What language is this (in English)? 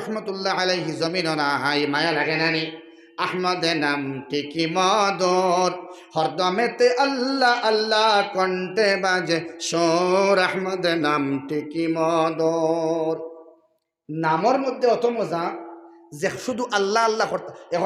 Sylheti